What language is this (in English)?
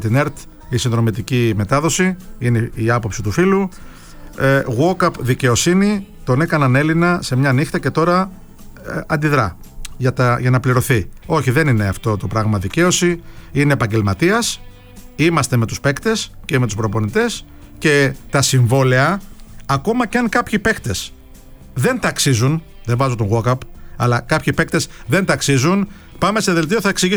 Greek